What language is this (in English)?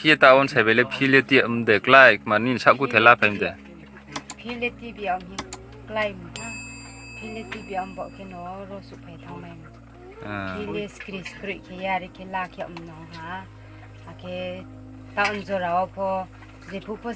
Riang (India)